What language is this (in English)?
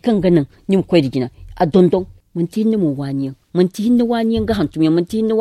Zarma